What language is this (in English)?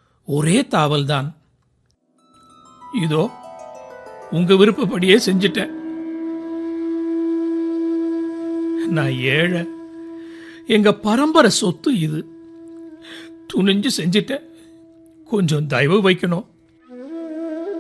Tamil